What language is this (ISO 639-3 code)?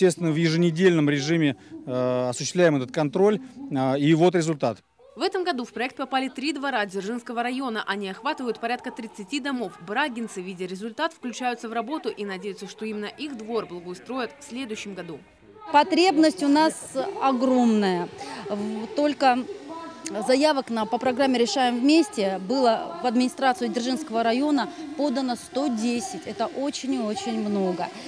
rus